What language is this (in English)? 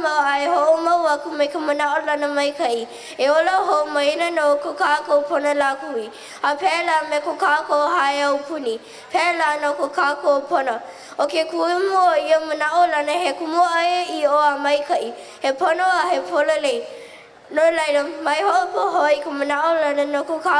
Hawaiian